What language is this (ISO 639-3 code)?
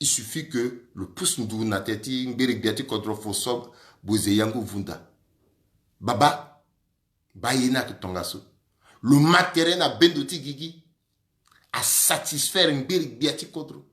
sag